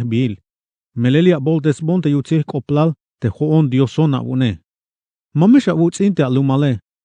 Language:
Tzeltal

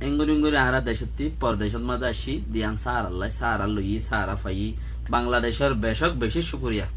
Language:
Rohingya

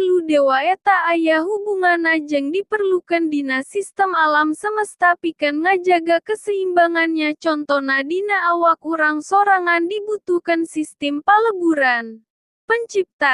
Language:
Sundanese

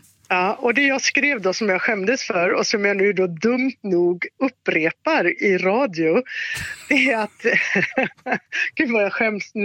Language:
Swedish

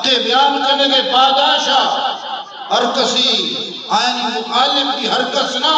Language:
Eastern Balochi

